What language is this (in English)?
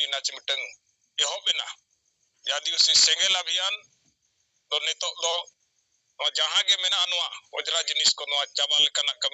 Santali